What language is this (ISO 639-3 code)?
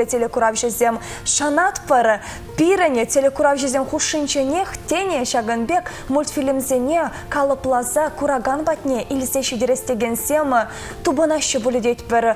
chv